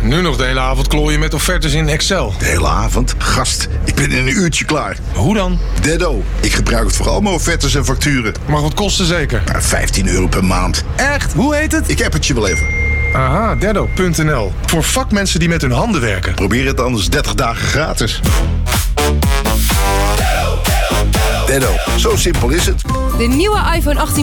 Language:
Dutch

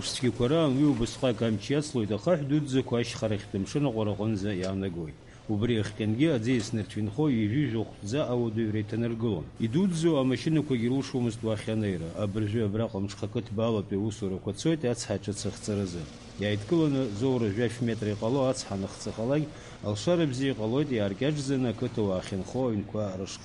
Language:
Abkhazian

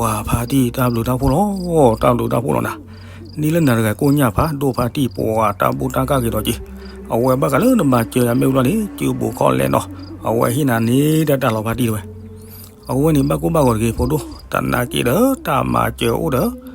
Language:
S'gaw Karen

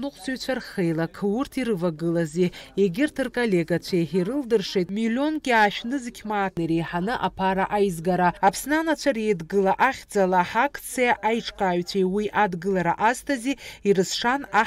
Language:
Abkhazian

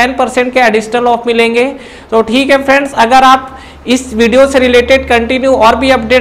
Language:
Hindi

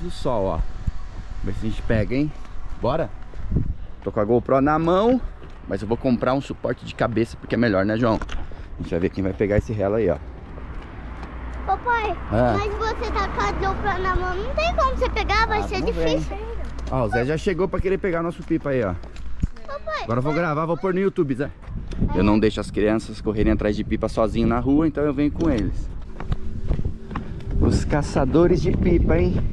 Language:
Portuguese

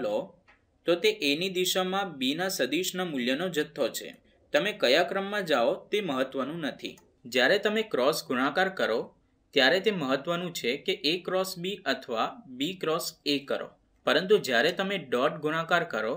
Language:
Gujarati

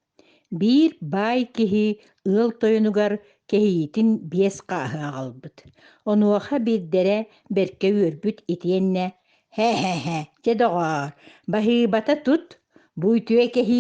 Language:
Yakut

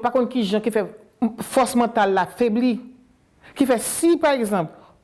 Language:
Haitian Creole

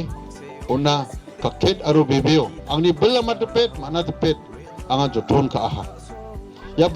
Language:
Garo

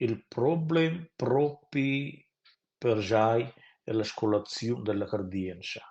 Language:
Romansh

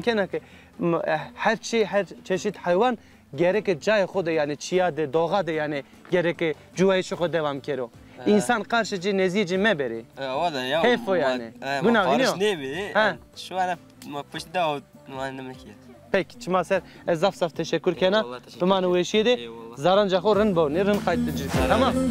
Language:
Zaza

